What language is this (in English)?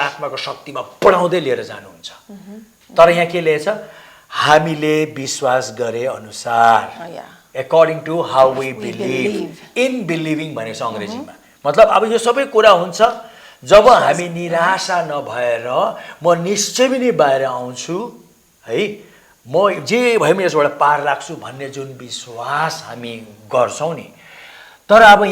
Nepali